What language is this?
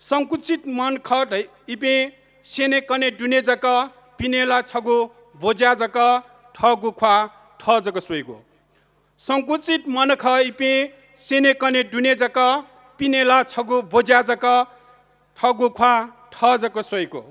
Newari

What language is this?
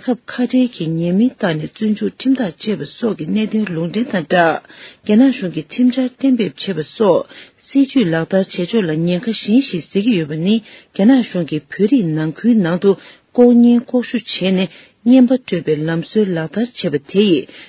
Tibetan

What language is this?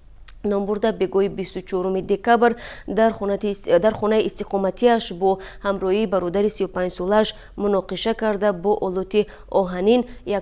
Tajik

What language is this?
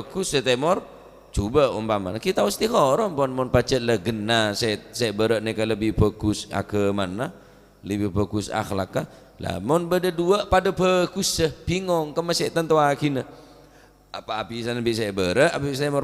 Madurese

